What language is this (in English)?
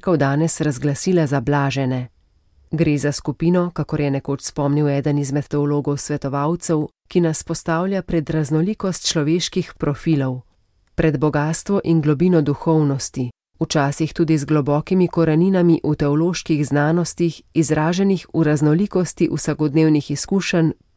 Slovenian